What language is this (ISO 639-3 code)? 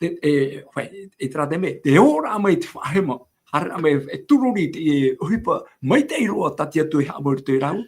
tah